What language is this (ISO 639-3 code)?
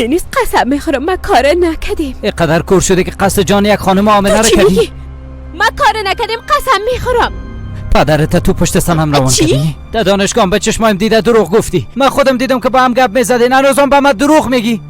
fas